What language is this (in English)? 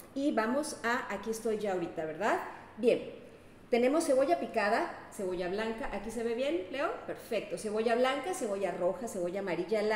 Spanish